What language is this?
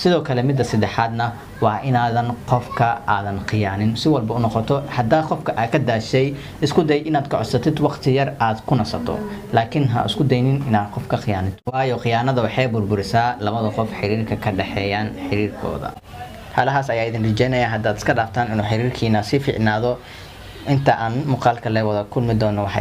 Somali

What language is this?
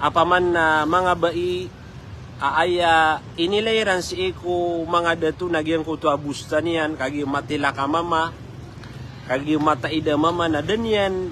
Maranao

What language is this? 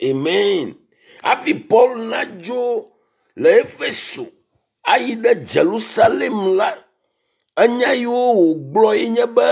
Ewe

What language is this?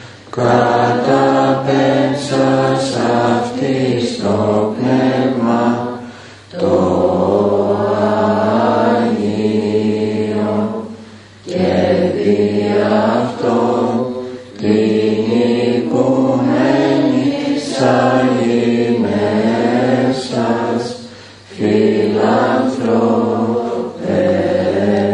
Greek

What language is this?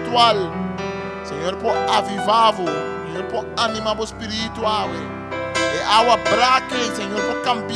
Papiamento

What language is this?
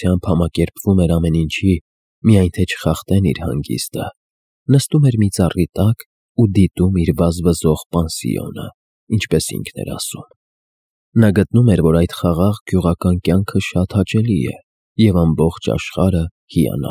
Armenian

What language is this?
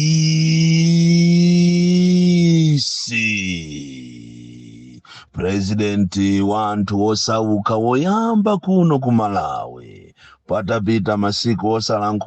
Nyanja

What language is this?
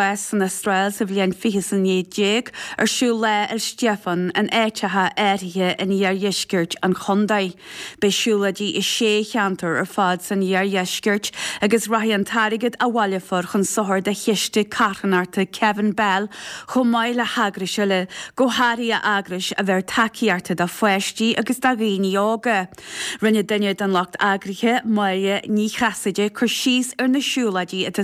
Irish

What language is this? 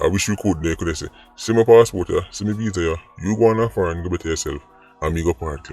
Jamaican Creole English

